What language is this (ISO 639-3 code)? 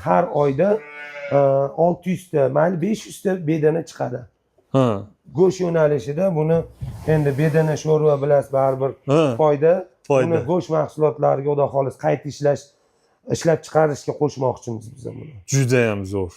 uzb